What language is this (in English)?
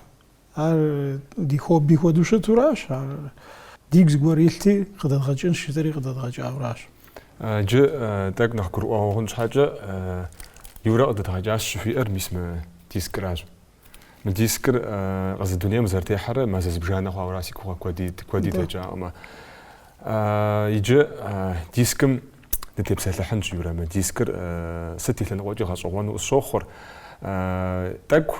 Kabardian